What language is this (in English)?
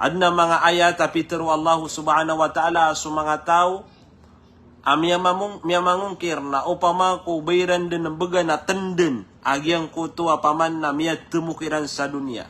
Maranao